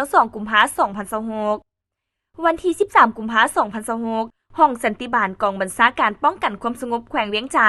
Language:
Lao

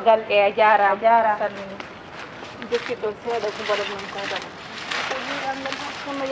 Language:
Fula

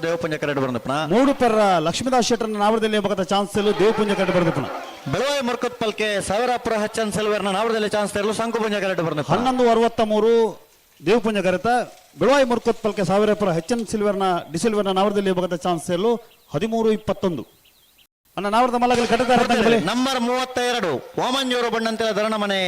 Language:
Tulu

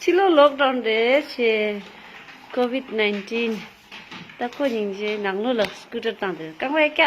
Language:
Tibetan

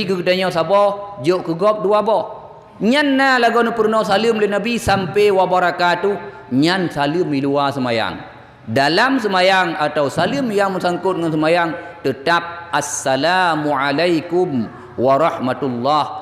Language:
Achinese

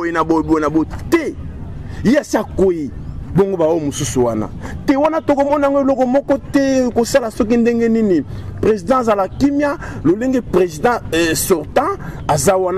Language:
Lingala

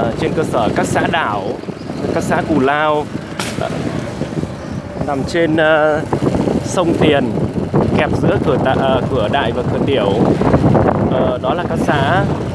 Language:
Vietnamese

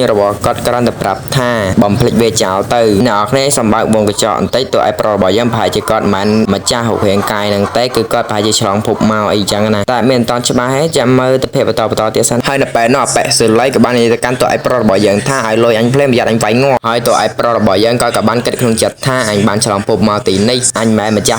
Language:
Khmer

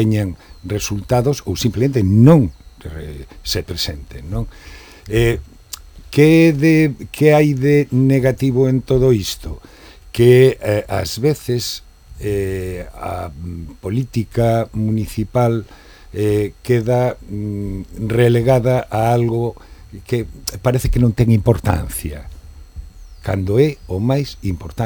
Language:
Galician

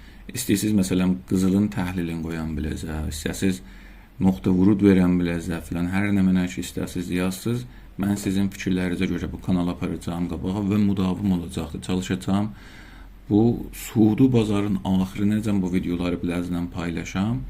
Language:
South Azerbaijani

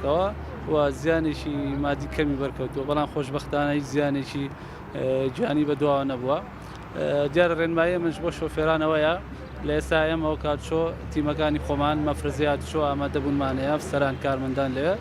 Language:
Central Kurdish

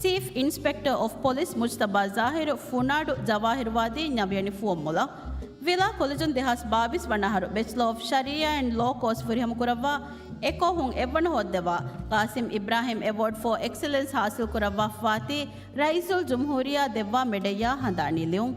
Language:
Divehi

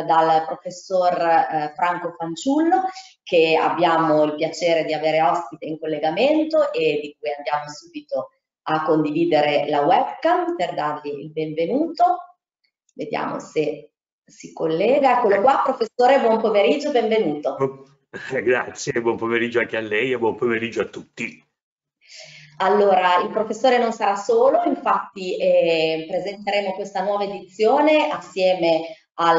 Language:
Italian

